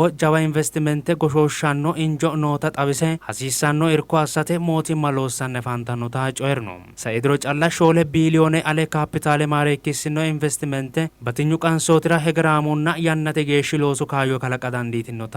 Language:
Sidamo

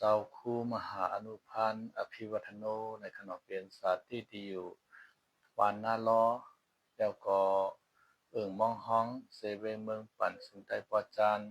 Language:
Shan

